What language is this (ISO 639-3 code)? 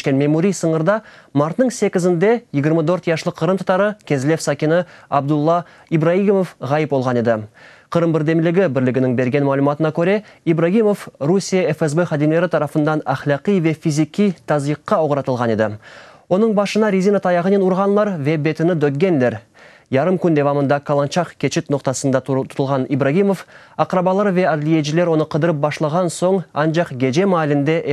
crh